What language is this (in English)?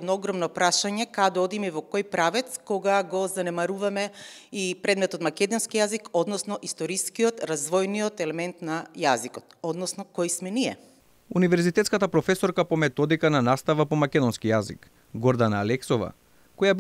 Macedonian